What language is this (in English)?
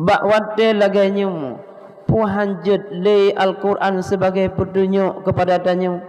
Achinese